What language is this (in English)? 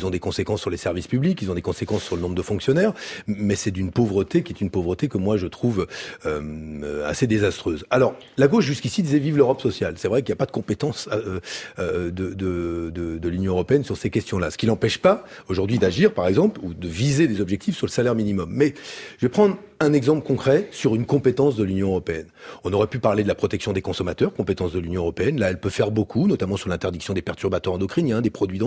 French